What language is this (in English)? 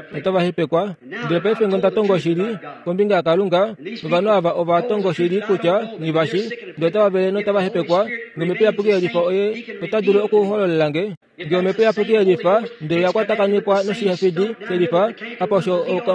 Kuanyama